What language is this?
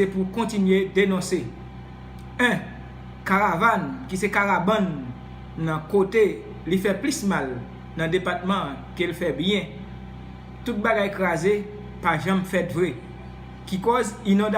Haitian Creole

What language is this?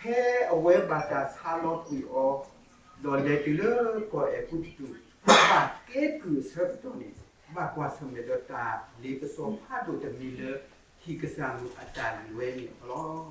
S'gaw Karen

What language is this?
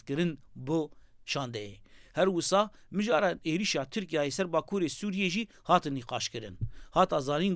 Kurdish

